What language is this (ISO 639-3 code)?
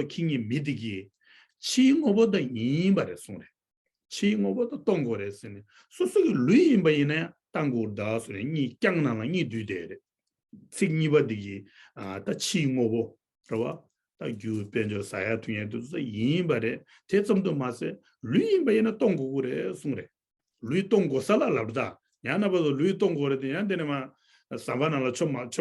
bod